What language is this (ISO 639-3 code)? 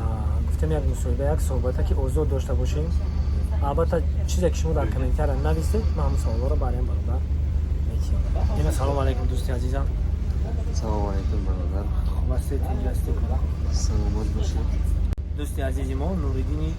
tgk